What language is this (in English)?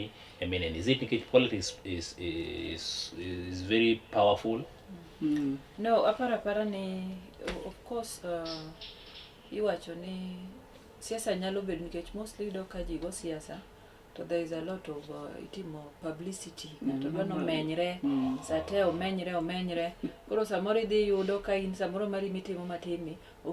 Luo (Kenya and Tanzania)